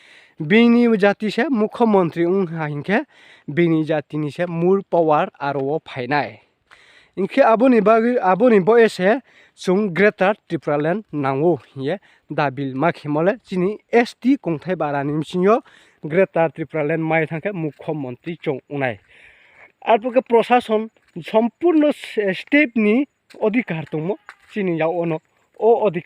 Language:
Riang (India)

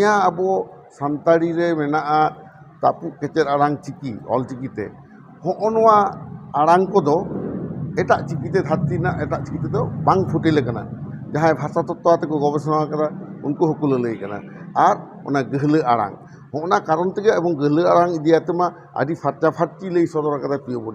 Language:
Santali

